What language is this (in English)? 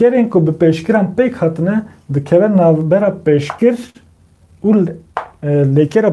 Kurdish